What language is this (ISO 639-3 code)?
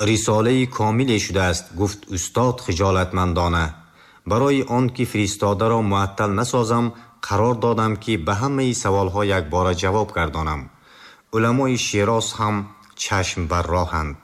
tgk